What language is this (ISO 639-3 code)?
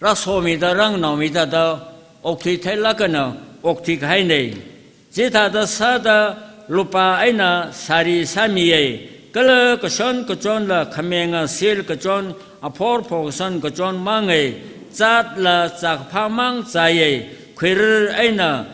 nmf